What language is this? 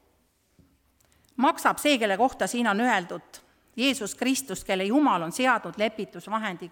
Estonian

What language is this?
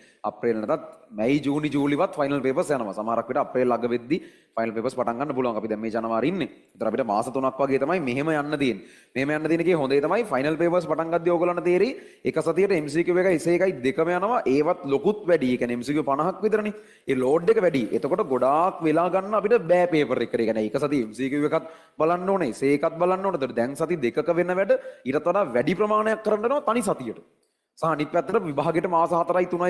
Sinhala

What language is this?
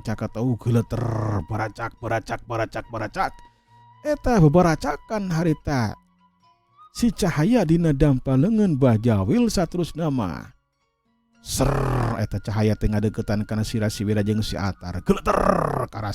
Sundanese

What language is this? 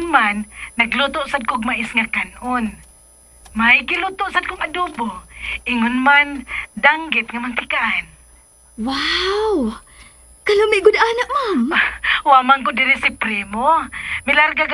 Cebuano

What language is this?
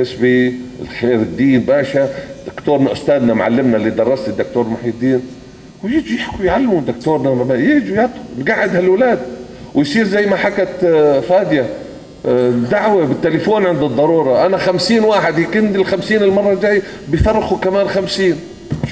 North Levantine Arabic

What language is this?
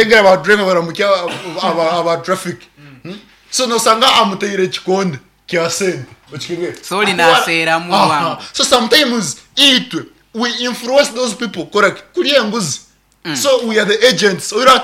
Nyankole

